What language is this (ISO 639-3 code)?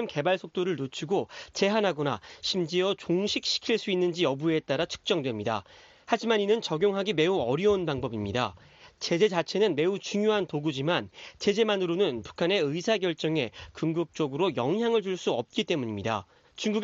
kor